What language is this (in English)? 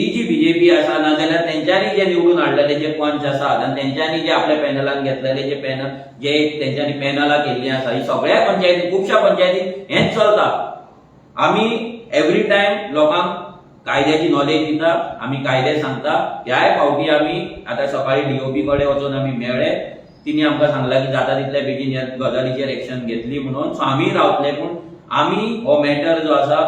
Konkani